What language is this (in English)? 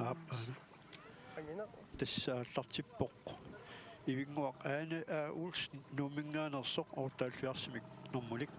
Kalaallisut